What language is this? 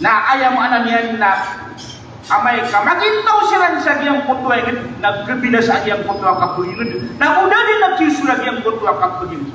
Maranao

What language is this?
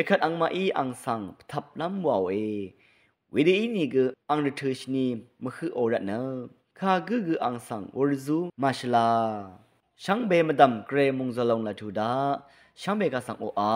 Rawang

